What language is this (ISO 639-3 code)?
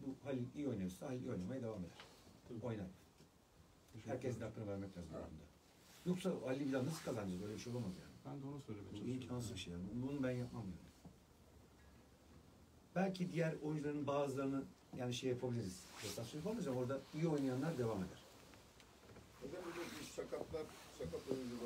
tur